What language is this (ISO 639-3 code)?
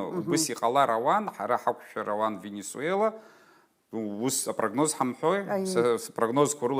abk